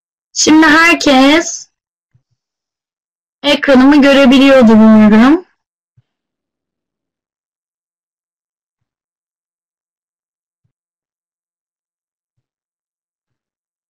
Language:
Turkish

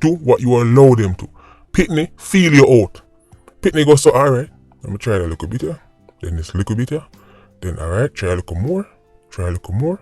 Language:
Jamaican Creole English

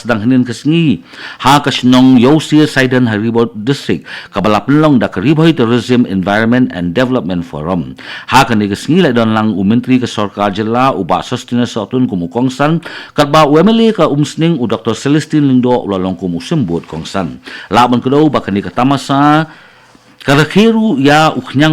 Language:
Khasi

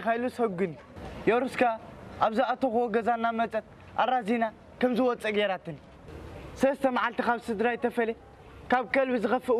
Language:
Tigrinya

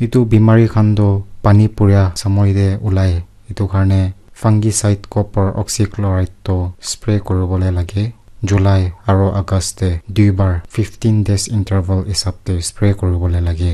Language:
Naga Pidgin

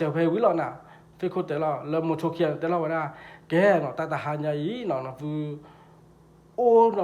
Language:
S'gaw Karen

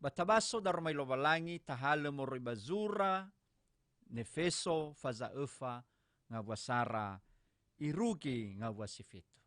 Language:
Nias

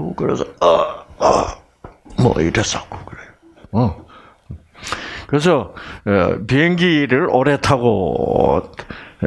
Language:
Korean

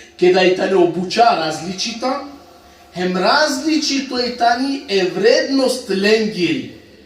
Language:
Balkan Romani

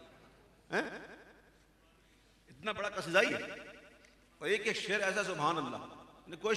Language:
Urdu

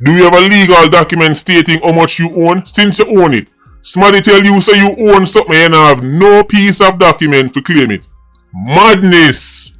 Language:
Jamaican Creole English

